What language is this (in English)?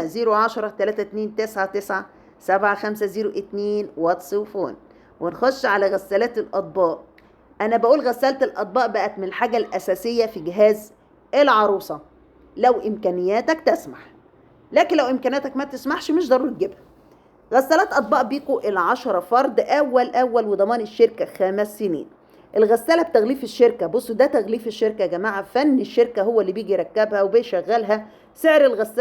Egyptian Arabic